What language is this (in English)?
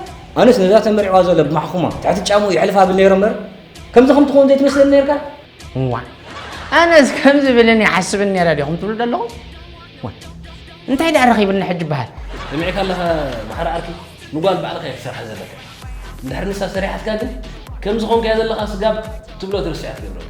Tigrinya